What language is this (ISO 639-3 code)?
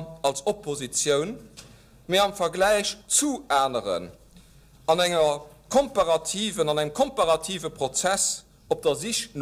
ltz